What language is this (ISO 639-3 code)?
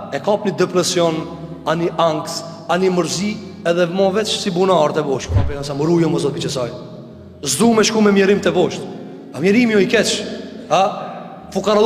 sqi